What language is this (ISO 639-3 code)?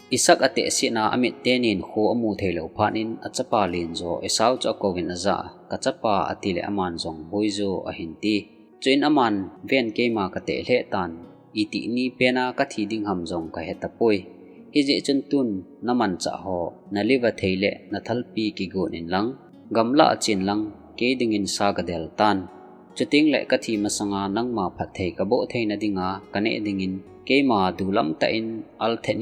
tcz